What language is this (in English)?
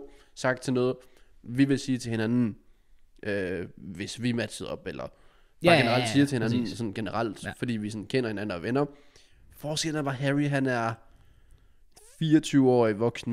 Danish